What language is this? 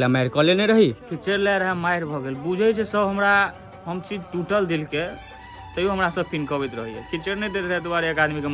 Maithili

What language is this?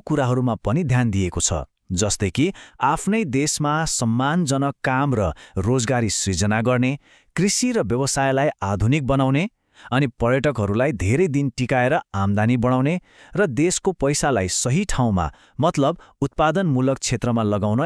Nepali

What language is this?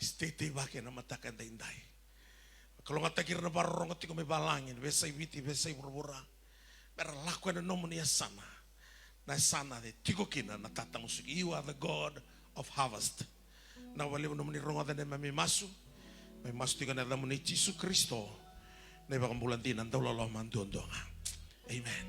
Fijian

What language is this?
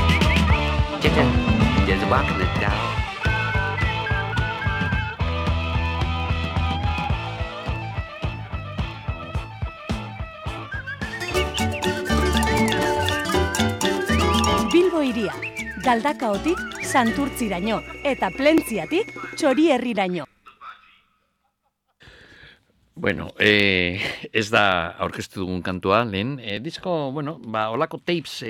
Basque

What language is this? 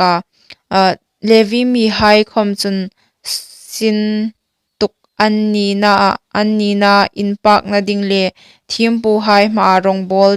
Hmar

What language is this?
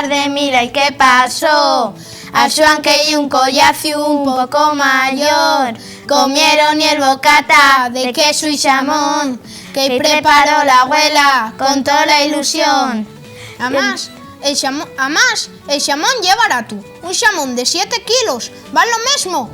Asturian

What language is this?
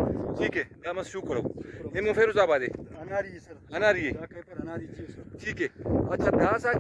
Brahui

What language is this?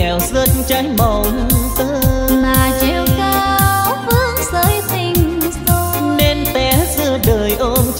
Vietnamese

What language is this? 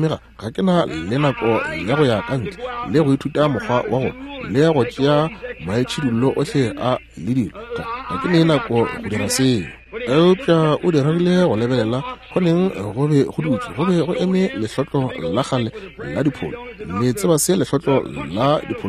Northern Sotho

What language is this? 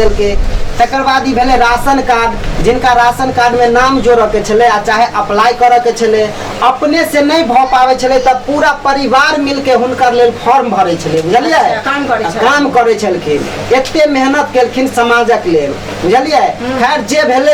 Maithili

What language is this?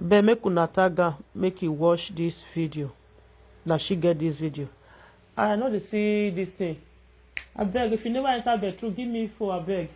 Nigerian Pidgin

